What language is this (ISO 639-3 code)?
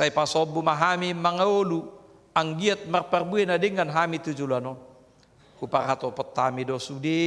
bbc